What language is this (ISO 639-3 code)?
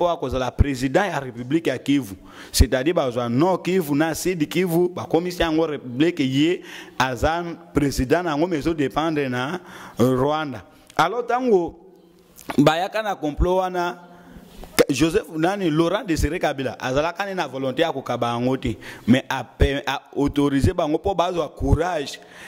lin